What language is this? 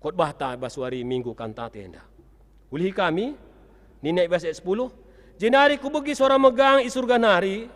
Batak Karo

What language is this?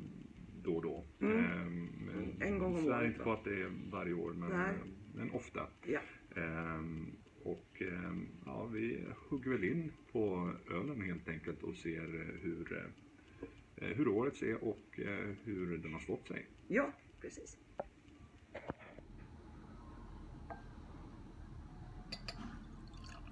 Swedish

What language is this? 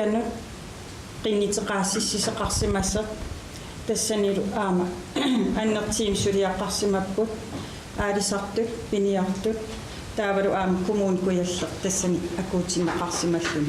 Kalaallisut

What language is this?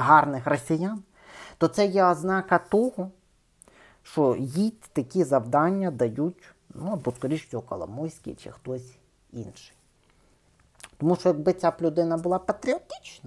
Ukrainian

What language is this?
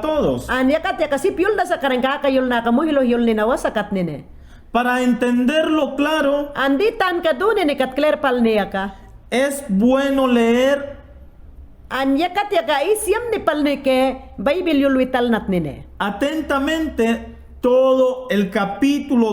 Mayangna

